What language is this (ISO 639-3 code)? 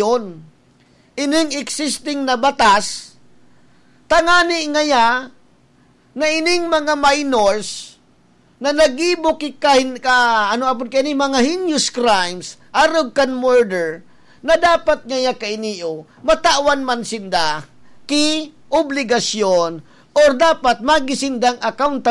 bik